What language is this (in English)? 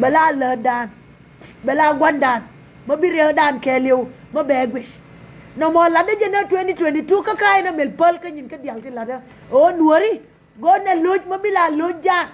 Nuer